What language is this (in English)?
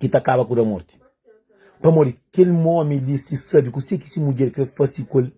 Kabuverdianu